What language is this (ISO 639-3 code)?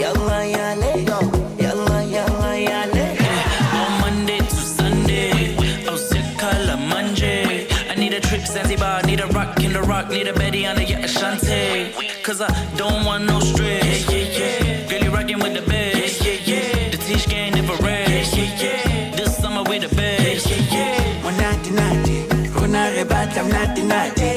mer